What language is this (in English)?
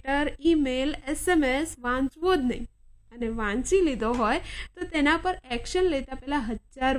Gujarati